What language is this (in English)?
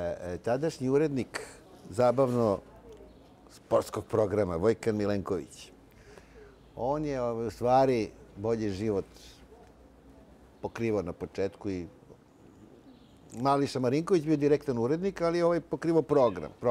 Serbian